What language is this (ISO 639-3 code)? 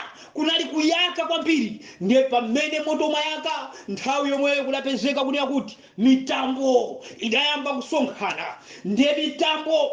nya